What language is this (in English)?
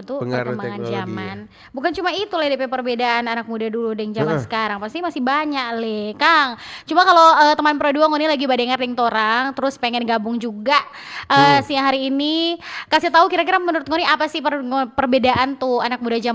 Manado Malay